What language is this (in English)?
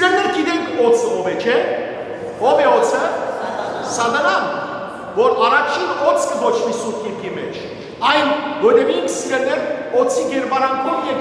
Western Armenian